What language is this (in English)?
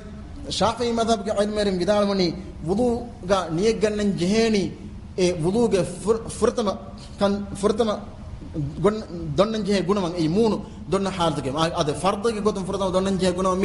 Divehi